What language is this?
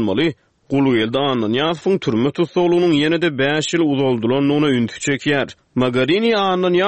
Turkmen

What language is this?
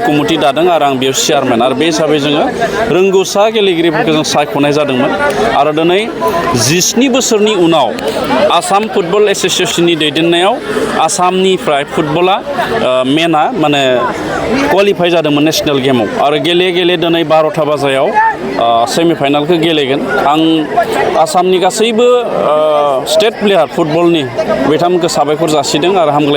Bodo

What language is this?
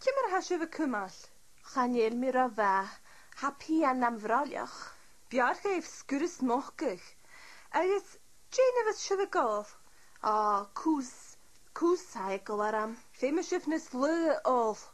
Scottish Gaelic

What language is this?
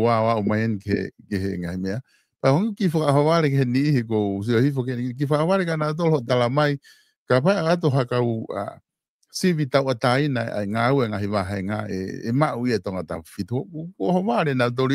Tongan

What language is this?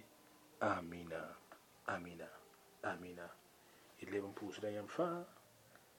Mossi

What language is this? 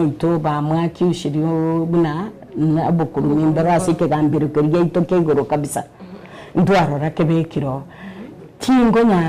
Gusii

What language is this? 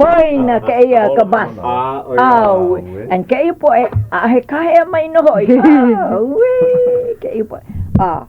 Hawaiian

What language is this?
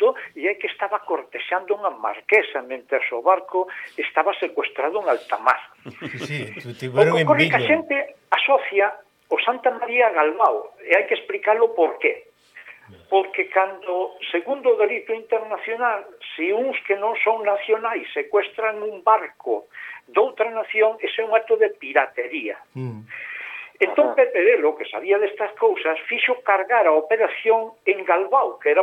Galician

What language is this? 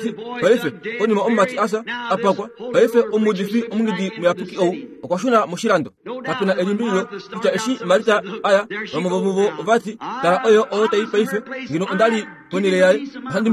Kuanyama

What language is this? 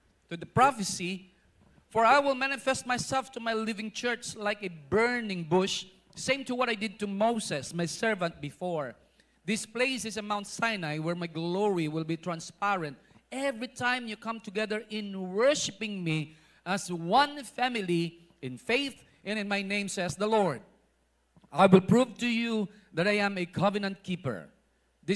Hiligaynon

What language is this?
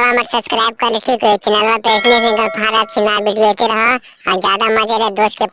Magahi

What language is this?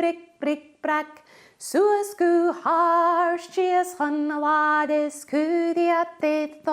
Scottish Gaelic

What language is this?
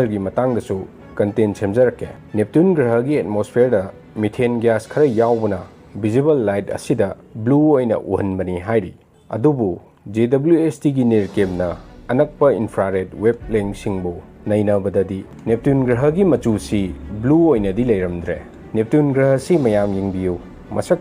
Manipuri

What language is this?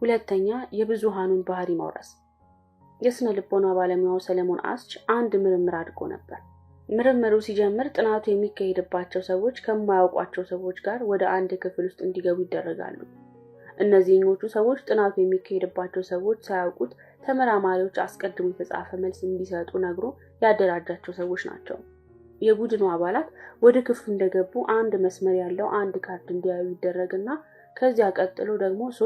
Amharic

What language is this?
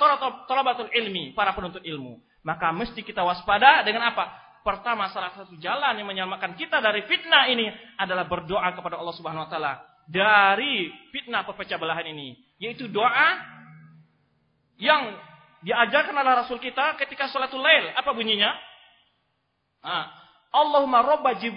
Indonesian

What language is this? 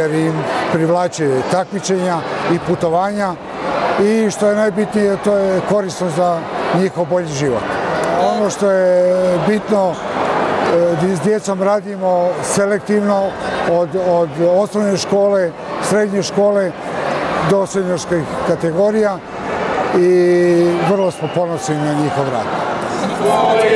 Croatian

